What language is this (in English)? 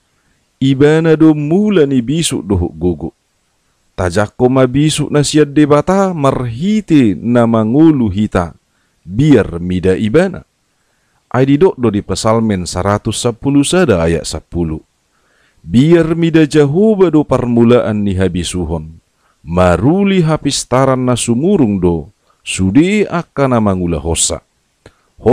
Batak Toba